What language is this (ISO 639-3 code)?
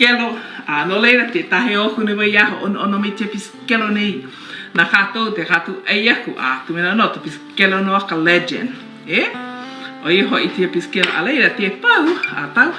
haw